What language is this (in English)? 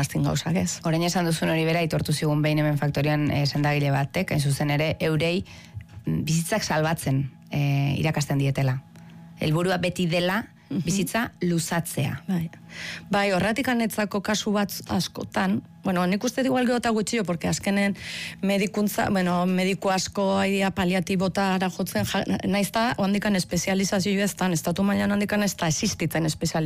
Basque